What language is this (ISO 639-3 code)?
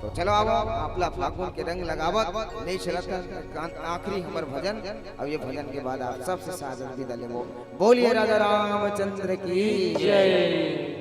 hne